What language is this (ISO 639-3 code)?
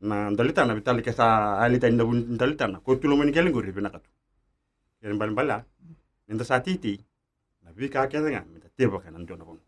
fij